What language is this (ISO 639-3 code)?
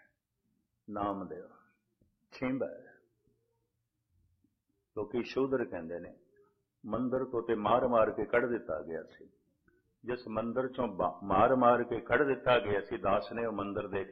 pan